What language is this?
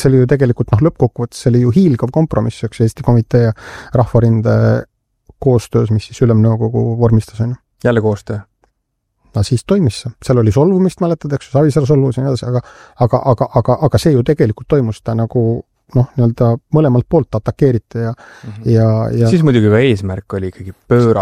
Estonian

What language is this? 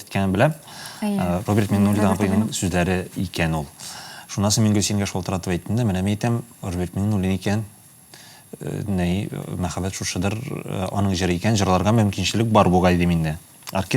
Tatar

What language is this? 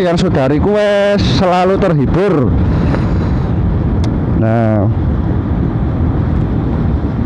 Indonesian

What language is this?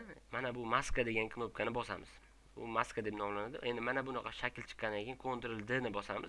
Uzbek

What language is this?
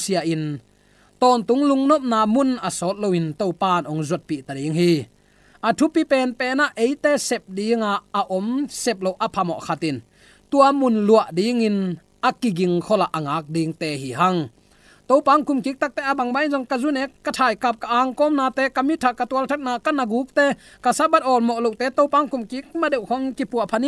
Tedim Chin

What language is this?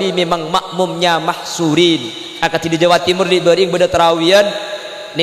Madurese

